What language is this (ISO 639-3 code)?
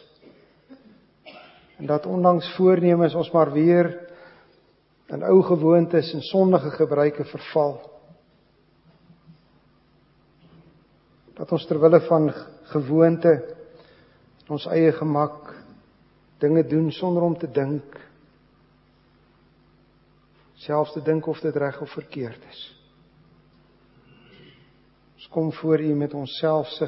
afr